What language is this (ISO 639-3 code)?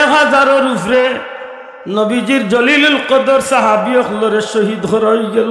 syl